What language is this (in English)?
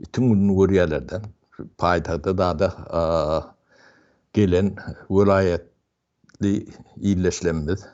Turkmen